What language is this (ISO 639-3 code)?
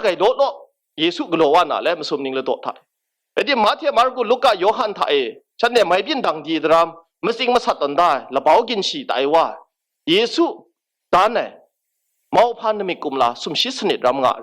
kac